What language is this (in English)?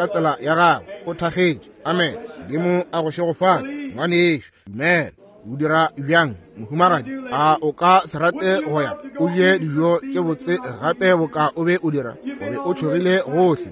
Northern Sotho